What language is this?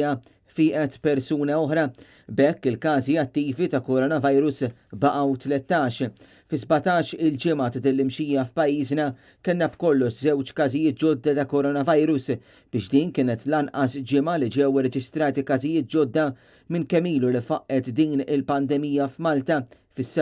Maltese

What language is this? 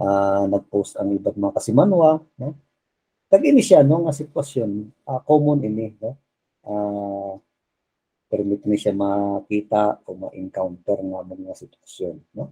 Hiligaynon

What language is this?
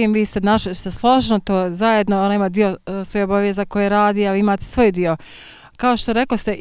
Bosnian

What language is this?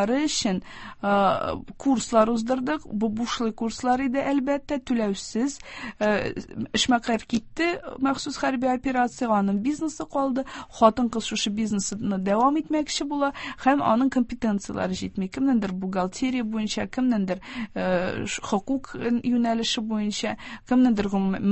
Tatar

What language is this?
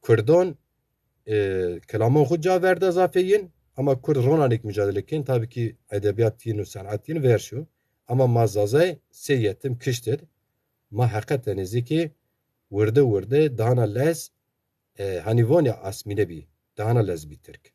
Zaza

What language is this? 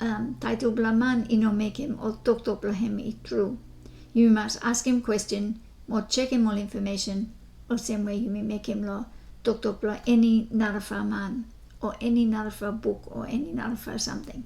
Bislama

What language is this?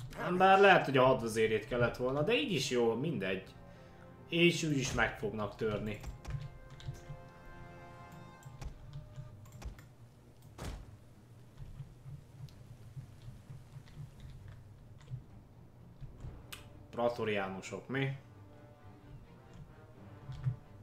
Hungarian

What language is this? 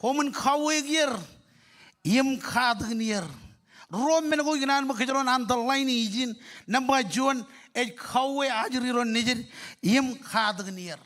Marshallese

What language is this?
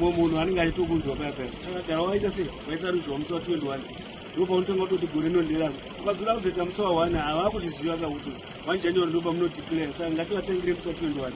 Shona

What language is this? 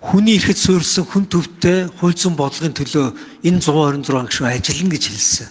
Mongolian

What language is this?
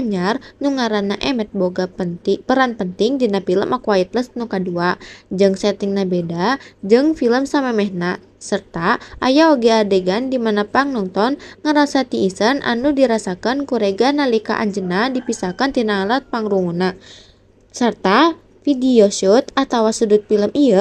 Sundanese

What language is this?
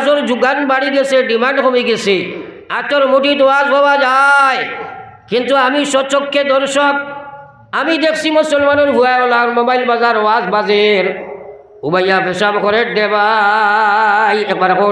Sylheti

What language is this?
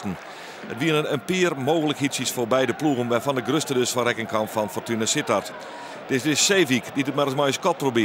Western Frisian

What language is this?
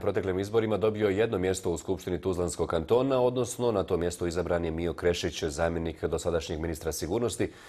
Bosnian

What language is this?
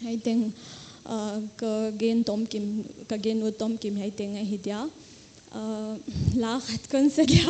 Paite Chin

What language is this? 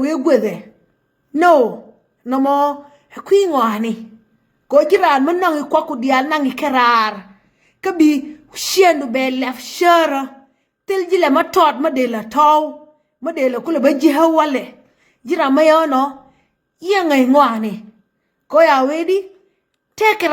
Nuer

